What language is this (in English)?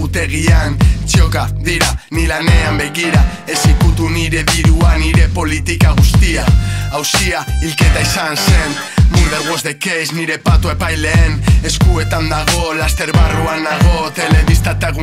Basque